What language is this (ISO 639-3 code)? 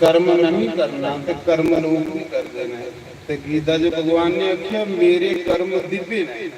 doi